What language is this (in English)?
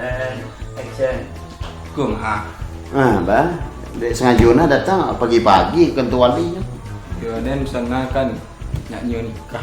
Minangkabau